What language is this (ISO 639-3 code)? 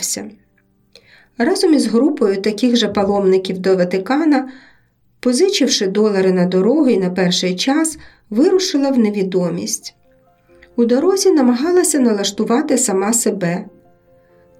ukr